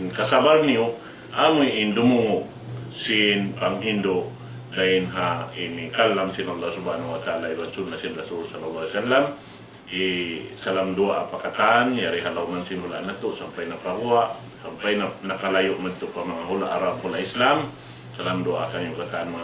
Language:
Tausug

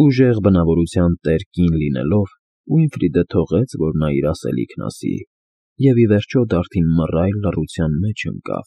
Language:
Armenian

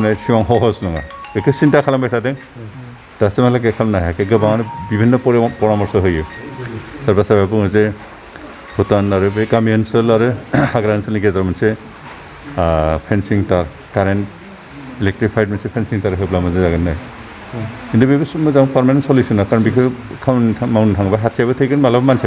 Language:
Bodo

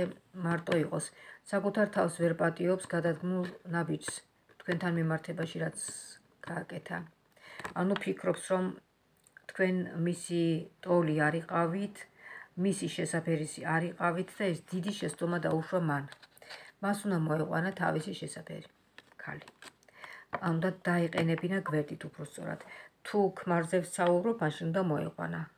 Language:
Georgian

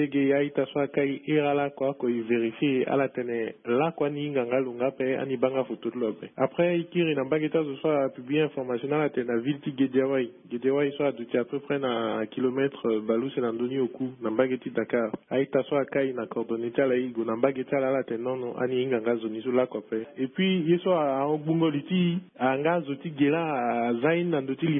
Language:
Sango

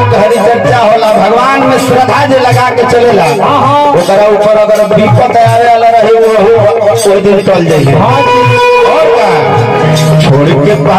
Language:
Bhojpuri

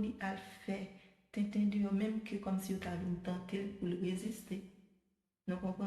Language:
Haitian Creole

